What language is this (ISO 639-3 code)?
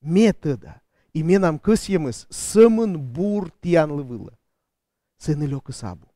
kom